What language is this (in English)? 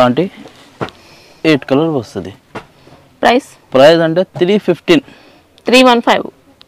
Telugu